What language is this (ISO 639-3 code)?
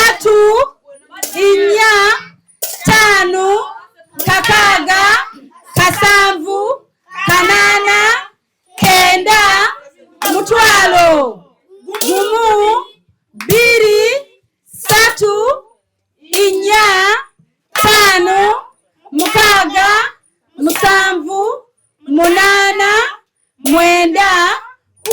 lug